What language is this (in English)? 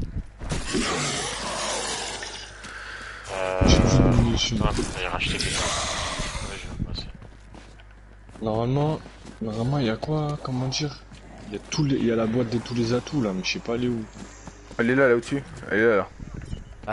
French